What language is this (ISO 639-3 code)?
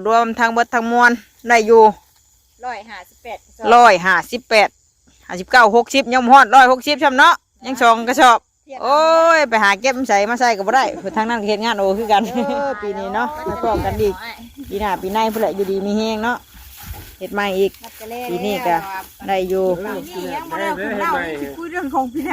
tts